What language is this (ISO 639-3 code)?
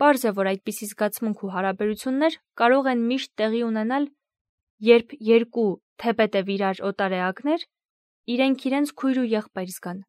hye